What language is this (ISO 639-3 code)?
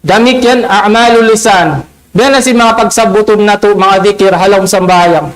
tsg